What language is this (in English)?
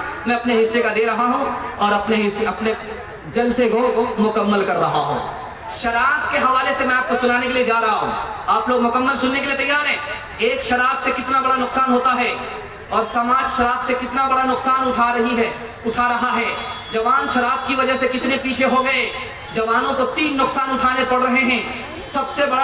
Urdu